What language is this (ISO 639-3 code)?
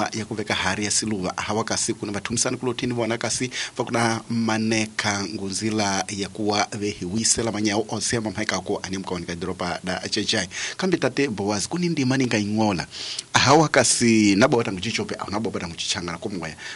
tso